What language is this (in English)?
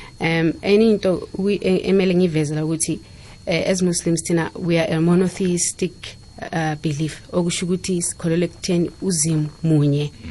South Ndebele